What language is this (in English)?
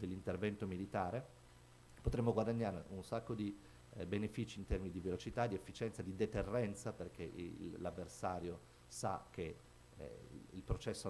Italian